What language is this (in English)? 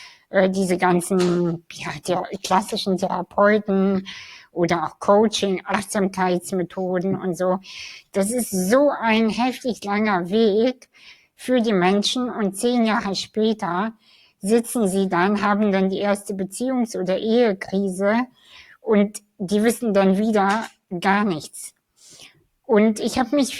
German